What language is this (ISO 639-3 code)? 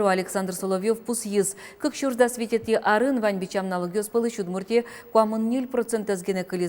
udm